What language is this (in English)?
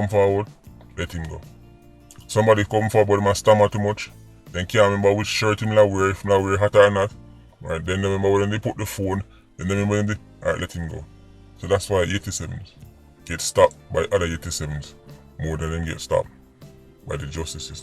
Jamaican Creole English